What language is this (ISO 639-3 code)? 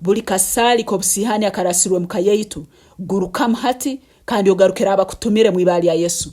nyn